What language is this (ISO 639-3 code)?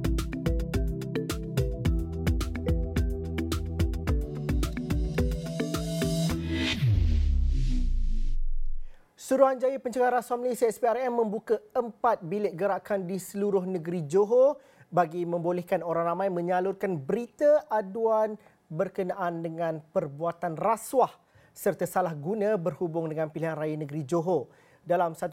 msa